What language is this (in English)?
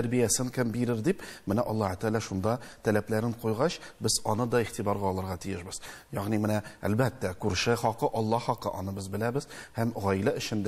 Tatar